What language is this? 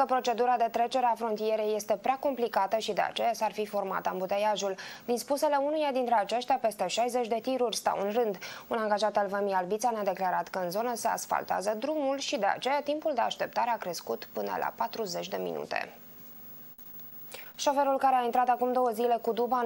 Romanian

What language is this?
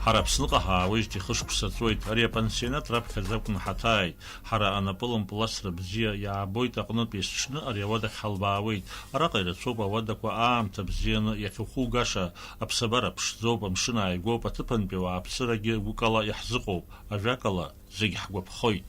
Abkhazian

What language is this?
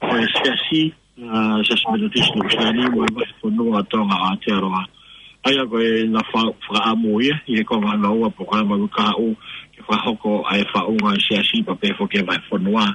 Tongan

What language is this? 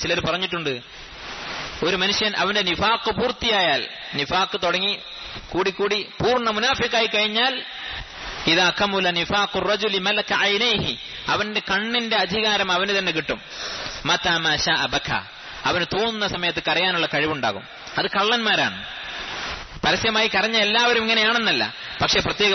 Malayalam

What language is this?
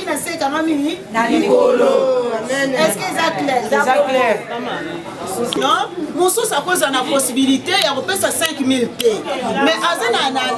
Lingala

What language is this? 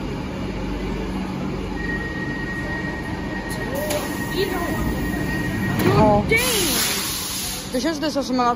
Swedish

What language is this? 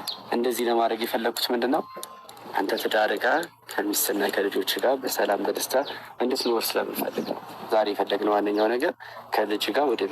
Amharic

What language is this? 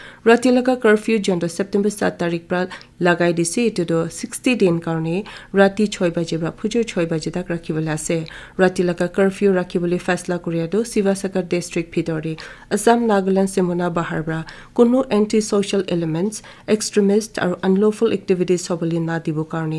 Naga Pidgin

